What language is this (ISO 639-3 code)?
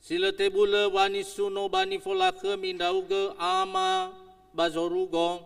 nia